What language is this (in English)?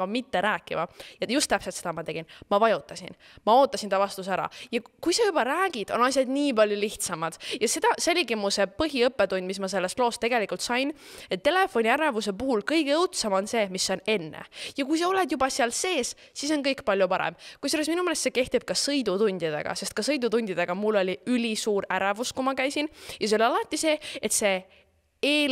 Estonian